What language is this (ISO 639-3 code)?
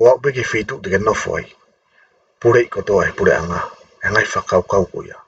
ton